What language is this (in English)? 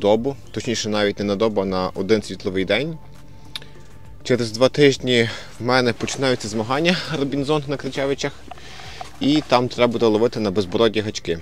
Ukrainian